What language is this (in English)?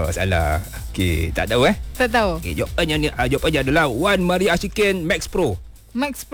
Malay